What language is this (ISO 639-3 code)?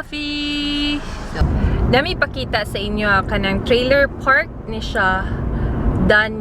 ceb